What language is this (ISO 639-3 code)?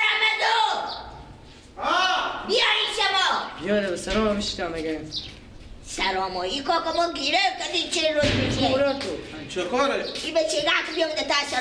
fas